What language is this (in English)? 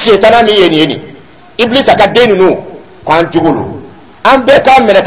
Dyula